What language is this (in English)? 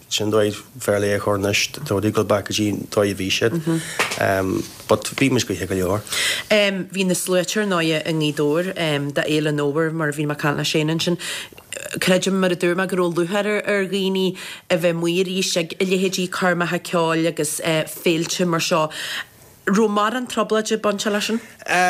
Irish